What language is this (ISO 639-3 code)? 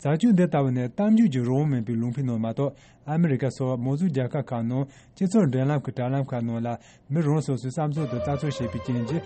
bod